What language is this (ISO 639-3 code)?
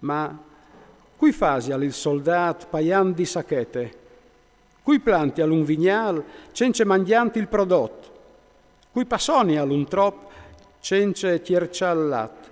fur